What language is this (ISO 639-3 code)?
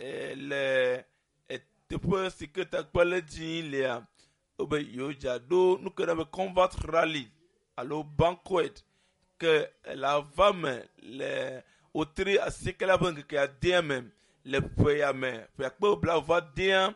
ewe